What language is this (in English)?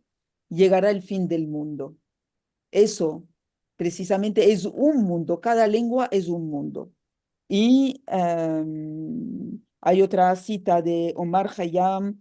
Ladino